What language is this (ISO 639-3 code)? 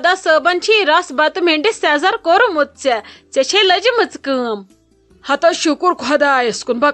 kas